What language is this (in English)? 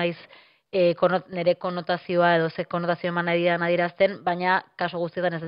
Basque